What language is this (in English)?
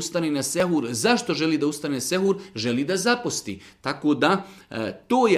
Serbian